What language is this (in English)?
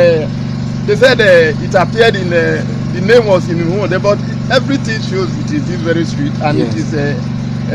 Nigerian Pidgin